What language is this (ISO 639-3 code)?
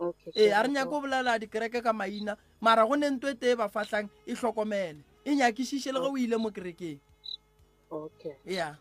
nso